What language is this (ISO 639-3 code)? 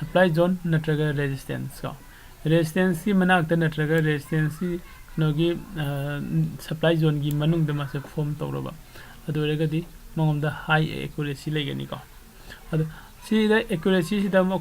mni